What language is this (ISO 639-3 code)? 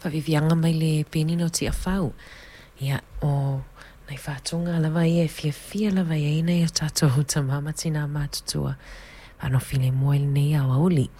smo